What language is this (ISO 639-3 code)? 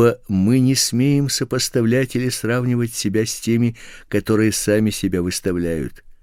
rus